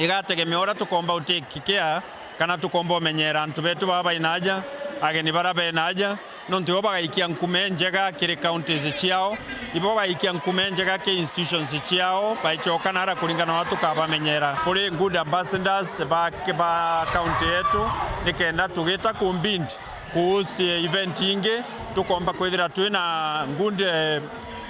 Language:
Meru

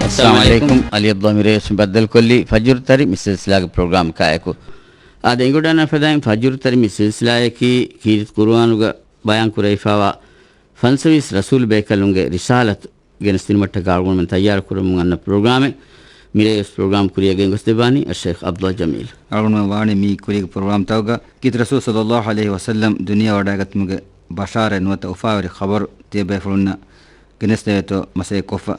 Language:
Divehi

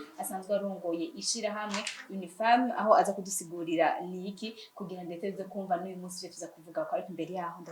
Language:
Rundi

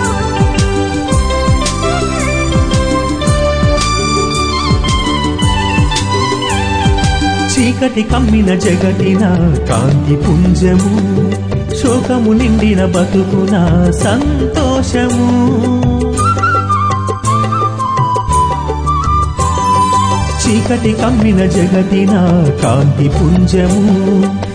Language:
Telugu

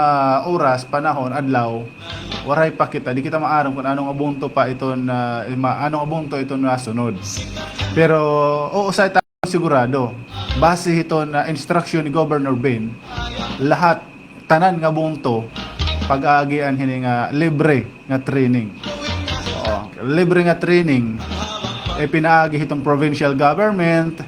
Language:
Waray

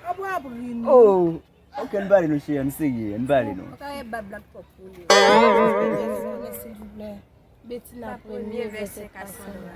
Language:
Haitian Creole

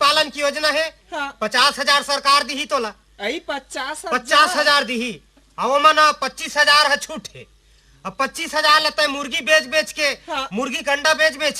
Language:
Chhattisgarhi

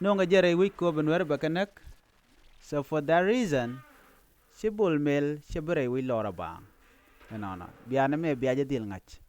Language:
Nuer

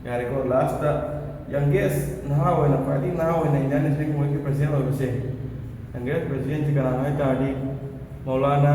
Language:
Manipuri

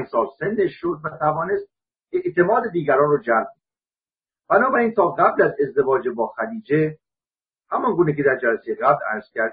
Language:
Persian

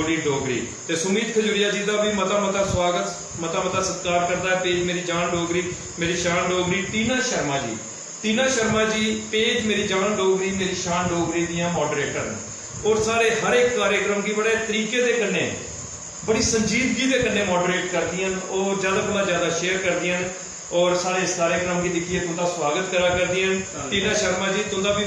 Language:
Dogri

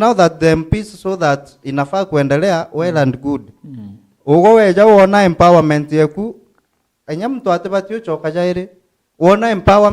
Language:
Meru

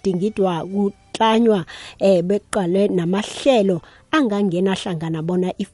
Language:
South Ndebele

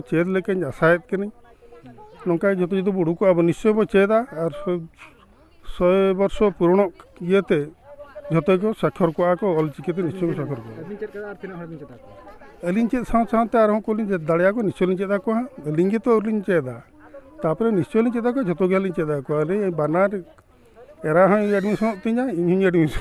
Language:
Santali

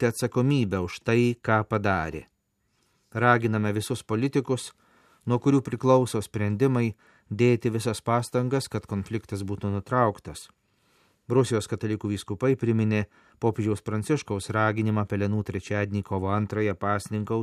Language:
Lithuanian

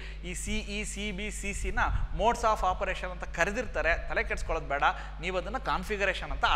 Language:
Kannada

